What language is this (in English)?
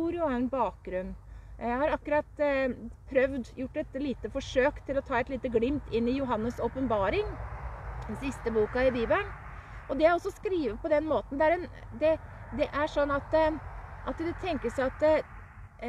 Norwegian